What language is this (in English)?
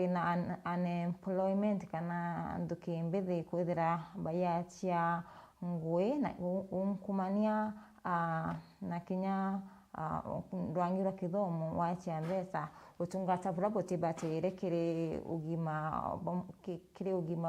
Meru